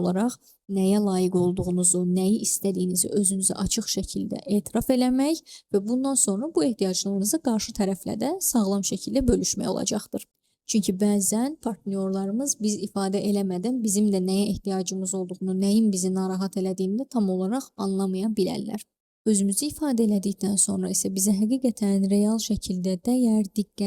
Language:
Azerbaijani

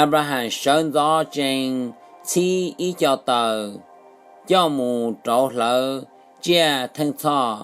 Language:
Hmong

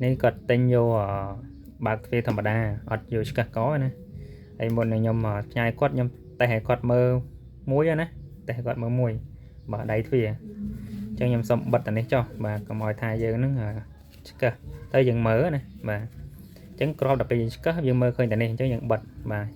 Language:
Khmer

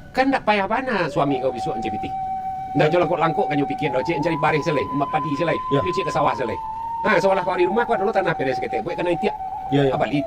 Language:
Minangkabau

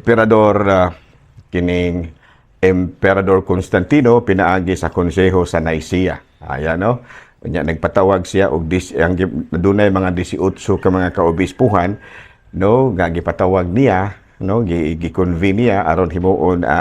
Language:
Cebuano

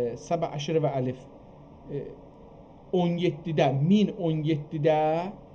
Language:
South Azerbaijani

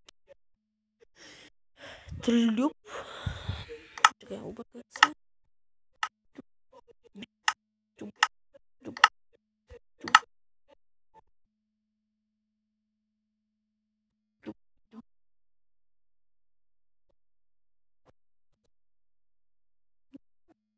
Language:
Bulgarian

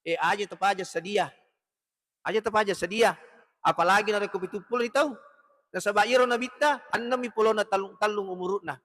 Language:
Buginese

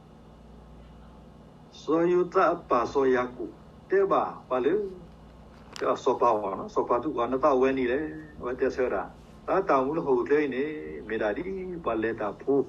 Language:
S'gaw Karen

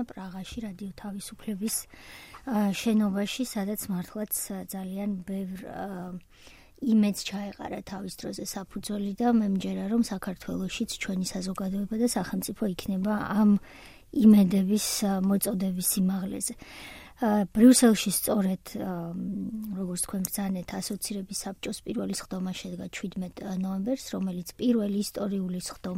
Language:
Georgian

